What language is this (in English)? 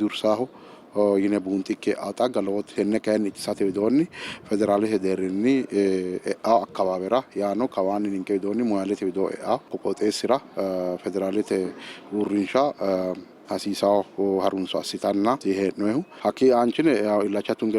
Sidamo